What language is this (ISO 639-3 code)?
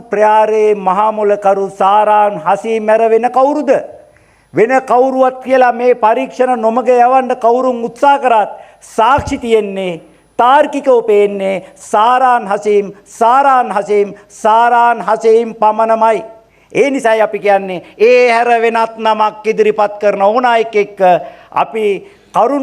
sin